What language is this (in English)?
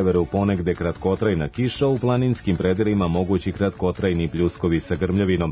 Serbian